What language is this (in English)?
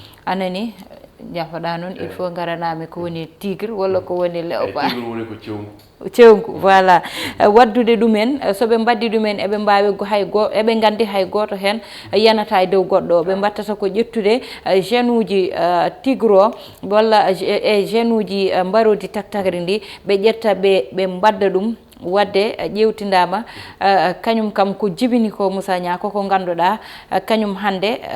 Fula